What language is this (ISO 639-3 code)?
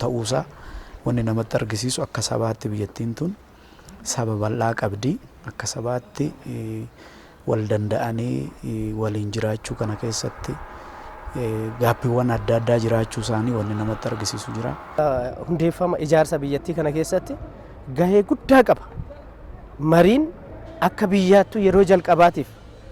orm